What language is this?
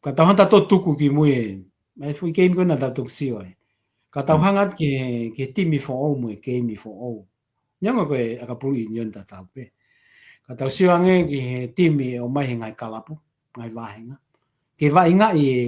Tongan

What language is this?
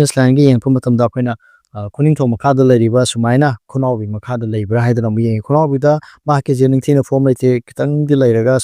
Manipuri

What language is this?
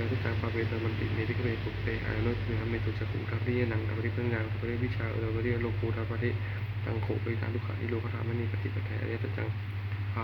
Pali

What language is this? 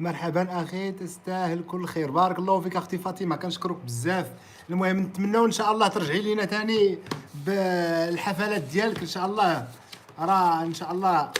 Moroccan Arabic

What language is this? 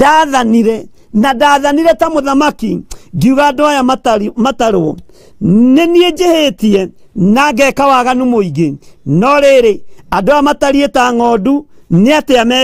Kikuyu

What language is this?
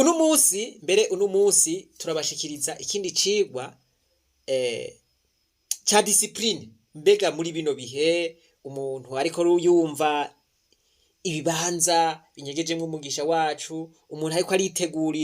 Rundi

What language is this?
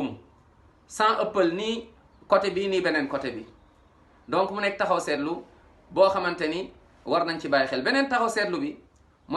Wolof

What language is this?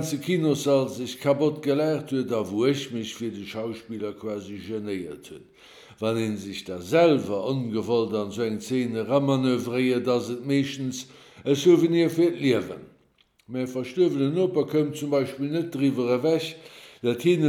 Luxembourgish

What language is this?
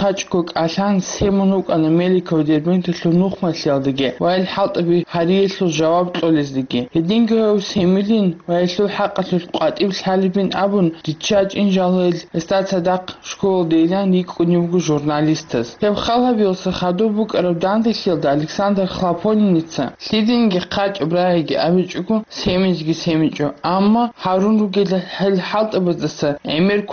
Avaric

